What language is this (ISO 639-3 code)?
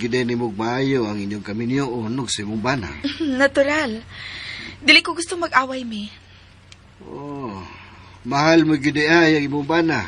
ceb